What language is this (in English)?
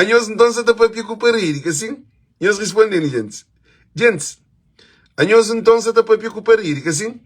Kabuverdianu